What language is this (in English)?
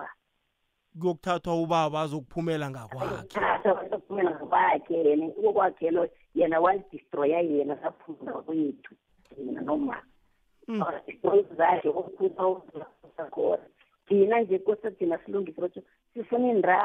South Ndebele